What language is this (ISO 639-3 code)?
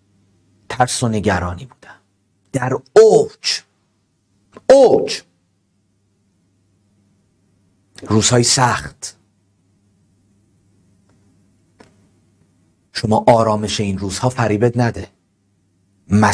fas